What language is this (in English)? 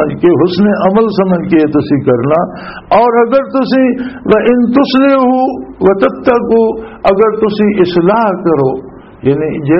Western Panjabi